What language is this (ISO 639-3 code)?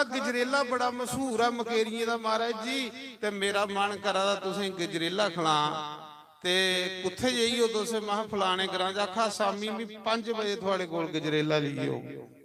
doi